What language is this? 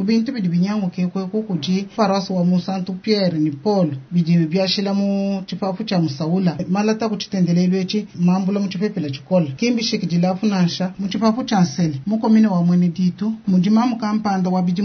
Luba-Lulua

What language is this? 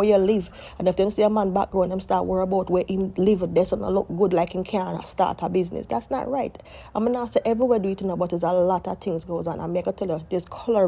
Jamaican Creole English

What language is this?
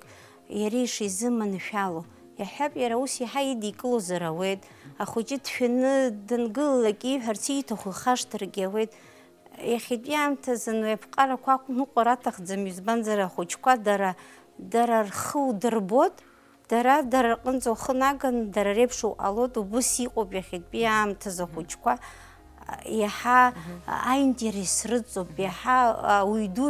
Abkhazian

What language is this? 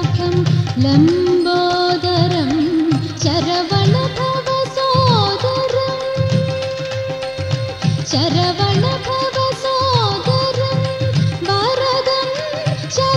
Malayalam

